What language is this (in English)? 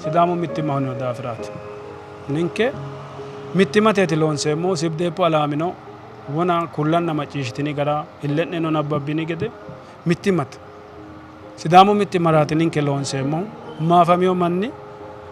Sidamo